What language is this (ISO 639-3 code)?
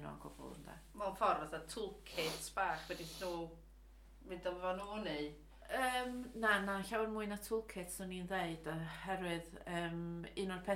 cym